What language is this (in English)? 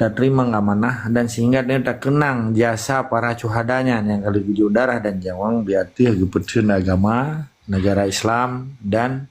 Achinese